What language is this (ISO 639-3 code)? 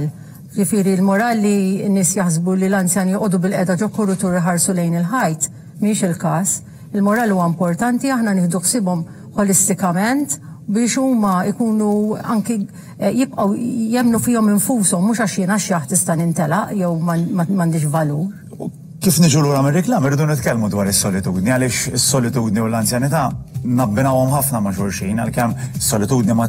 mlt